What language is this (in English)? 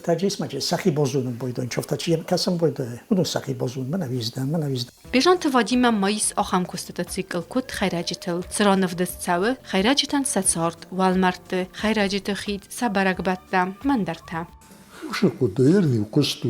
Ossetic